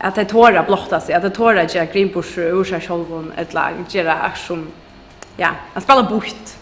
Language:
Faroese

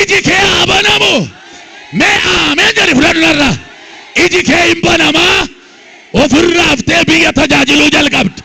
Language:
Oromo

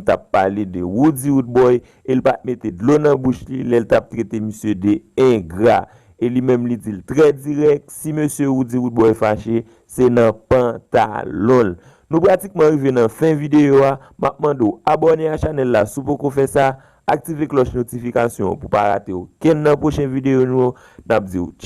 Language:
Haitian Creole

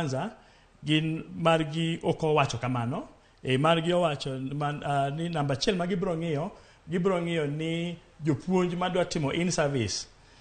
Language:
Luo (Kenya and Tanzania)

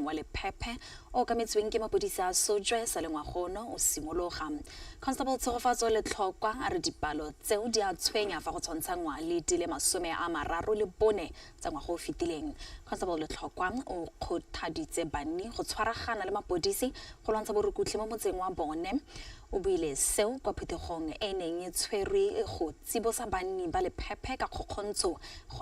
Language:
Tswana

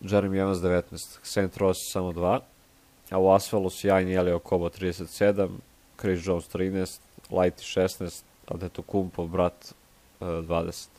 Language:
Serbian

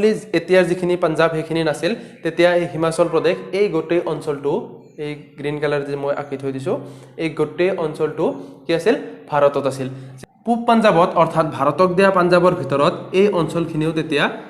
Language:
Assamese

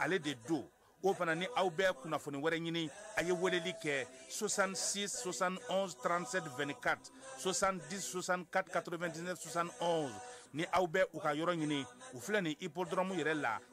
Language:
Bambara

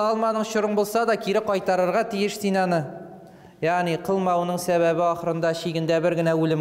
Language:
Tatar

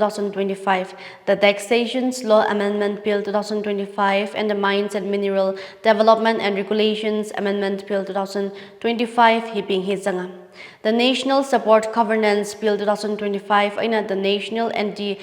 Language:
Tangkhul Naga (India)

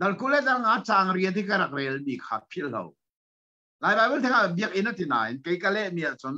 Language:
Hakha Chin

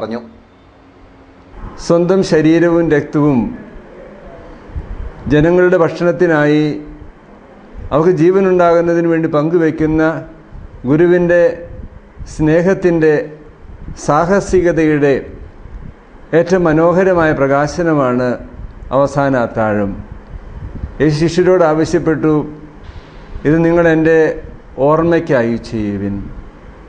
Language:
Malayalam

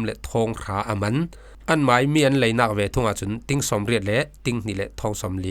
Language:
Falam Chin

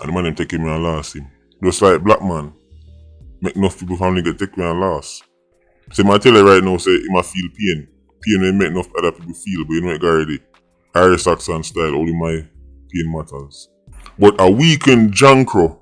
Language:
Jamaican Creole English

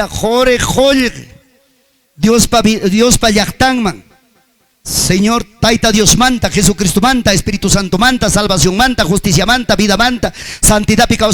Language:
Ayacucho Quechua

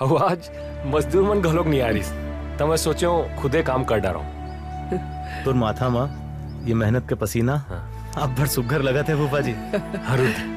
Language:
Chhattisgarhi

